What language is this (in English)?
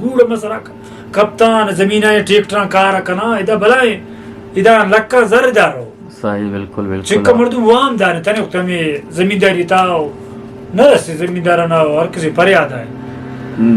Eastern Balochi